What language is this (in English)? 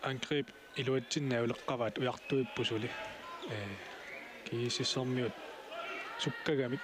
Kalaallisut